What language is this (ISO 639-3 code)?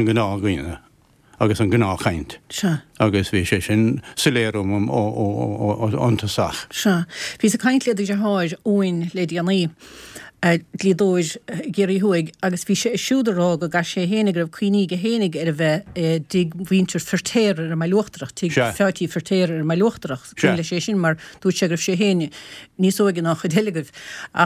gle